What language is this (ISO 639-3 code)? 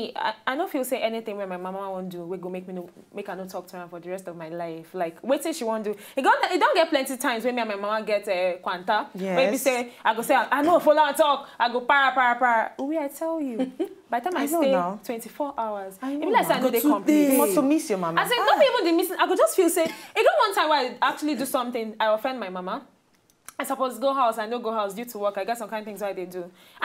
pcm